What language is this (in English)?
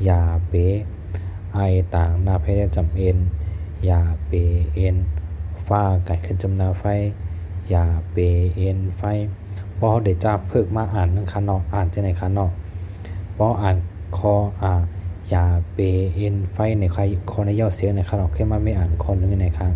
Shan